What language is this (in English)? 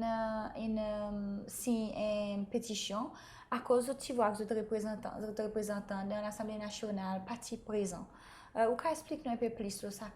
Seselwa Creole French